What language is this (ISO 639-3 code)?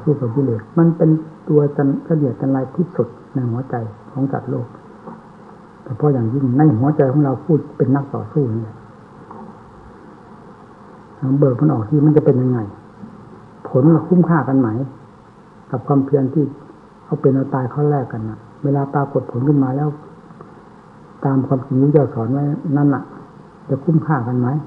tha